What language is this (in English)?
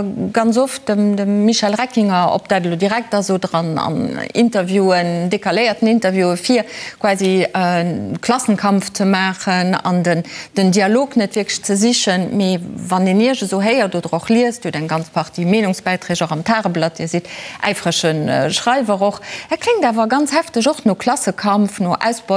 Luxembourgish